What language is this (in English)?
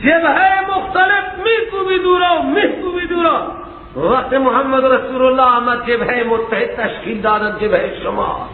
Persian